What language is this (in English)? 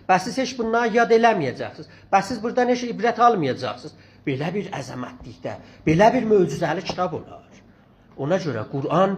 South Azerbaijani